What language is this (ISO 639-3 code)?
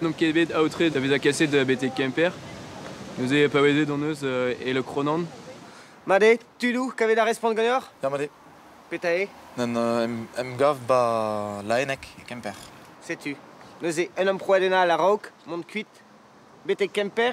bre